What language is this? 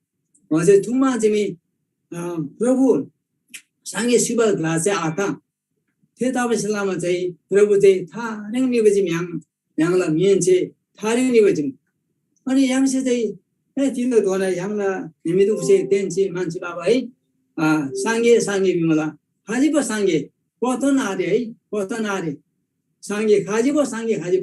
Eastern Tamang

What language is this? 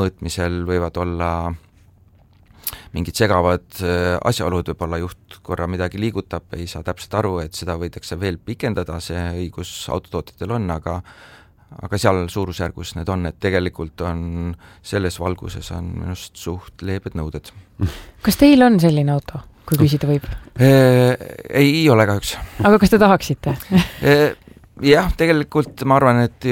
Estonian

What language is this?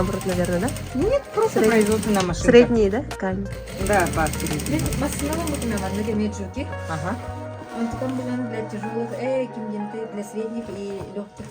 Yakut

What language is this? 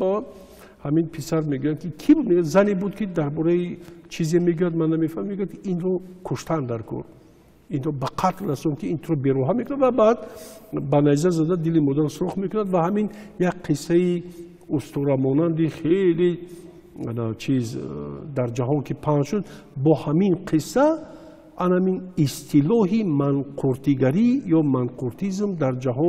Tajik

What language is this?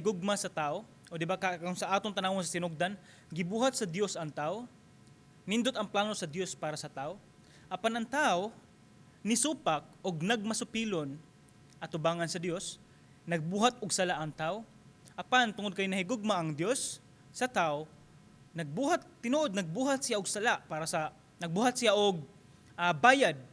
Cebuano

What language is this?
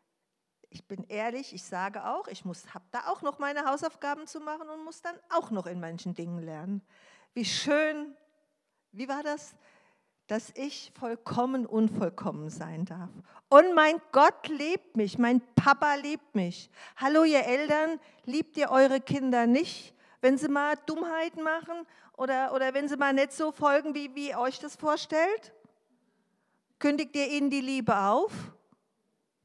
German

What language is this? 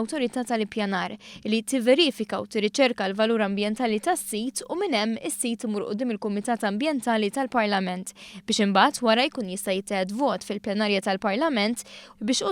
Maltese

